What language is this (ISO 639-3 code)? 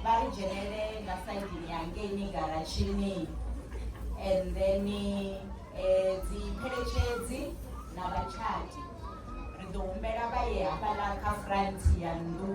ven